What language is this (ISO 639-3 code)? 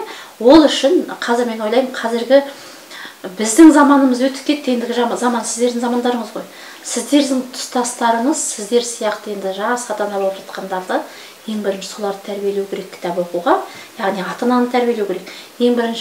kaz